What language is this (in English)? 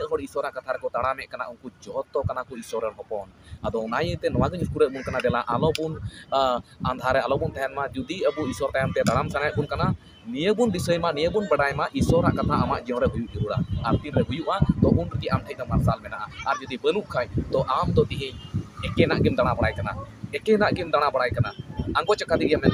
Santali